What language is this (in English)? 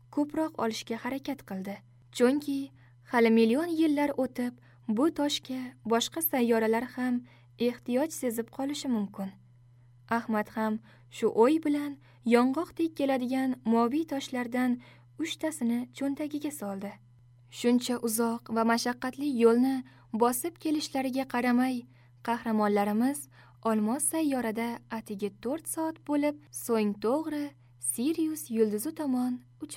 Uzbek